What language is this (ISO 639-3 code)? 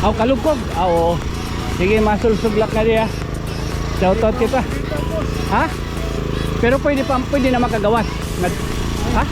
war